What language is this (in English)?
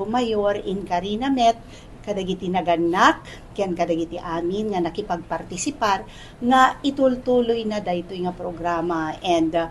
Iloko